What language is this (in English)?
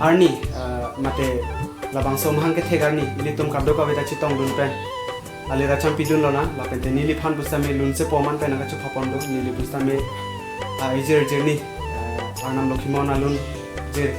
Karbi